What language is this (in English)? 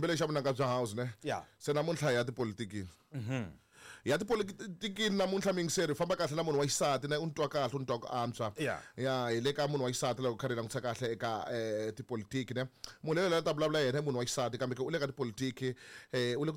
Tsonga